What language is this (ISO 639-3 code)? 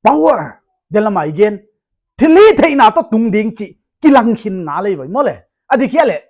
pck